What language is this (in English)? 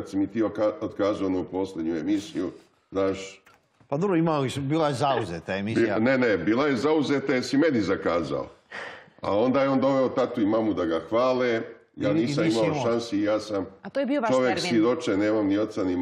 Serbian